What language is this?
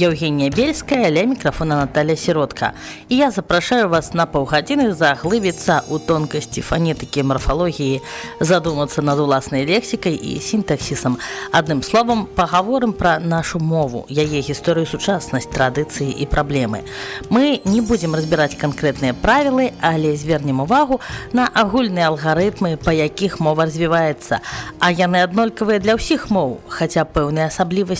Belarusian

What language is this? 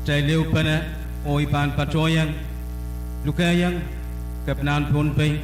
Pohnpeian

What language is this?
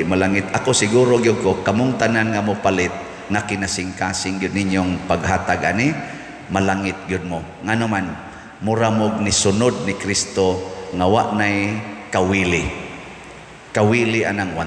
Cebuano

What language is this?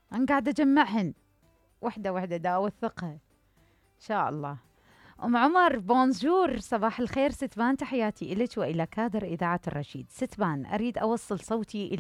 Mesopotamian Arabic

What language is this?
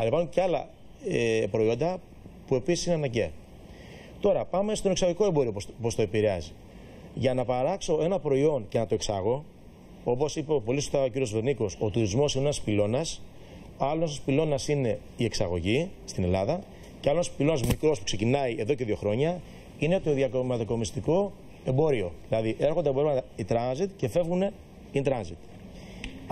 Greek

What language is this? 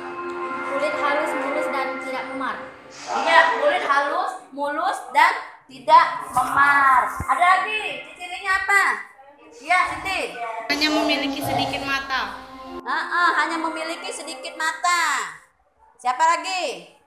Indonesian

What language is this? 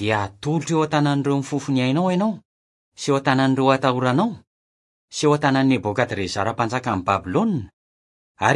Malagasy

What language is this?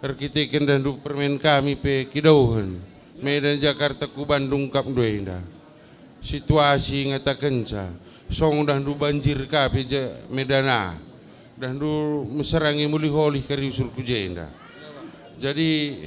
Batak Karo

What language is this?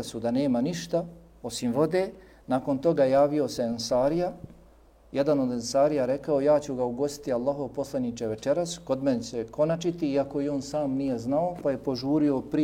Bosnian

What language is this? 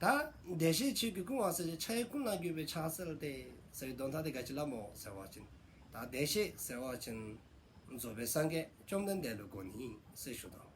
Dzongkha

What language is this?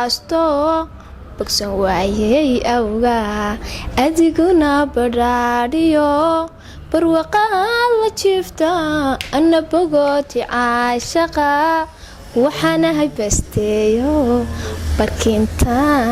Somali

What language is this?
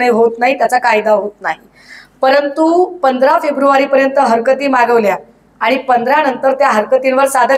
Marathi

